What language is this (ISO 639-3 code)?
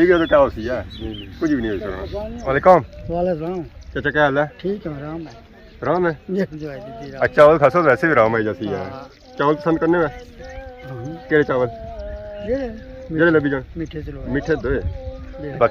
phr